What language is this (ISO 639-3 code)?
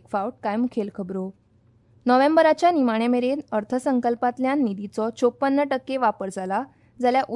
kok